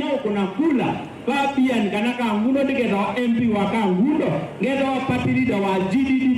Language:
Kamba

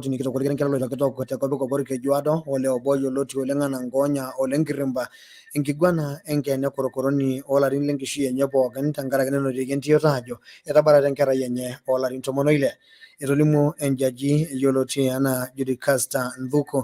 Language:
Masai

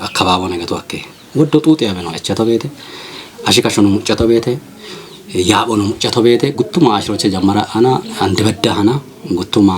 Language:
Kafa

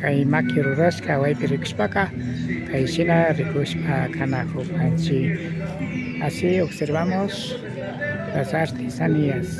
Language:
Imbabura Highland Quichua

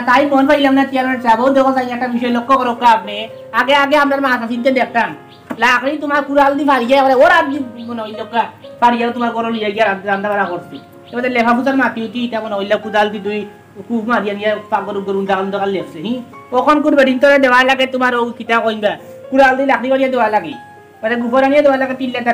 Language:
Sylheti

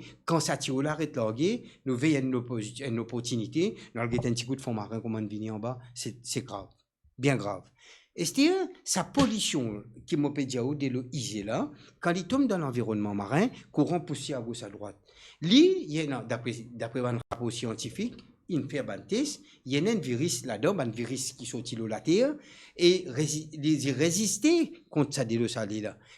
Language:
Morisyen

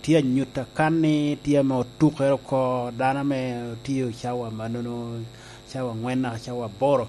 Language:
Lango (Uganda)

